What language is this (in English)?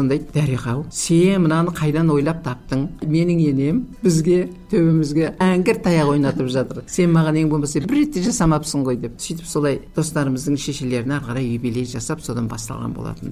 Kazakh